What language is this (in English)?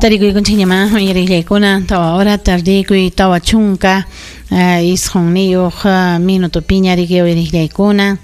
Ayacucho Quechua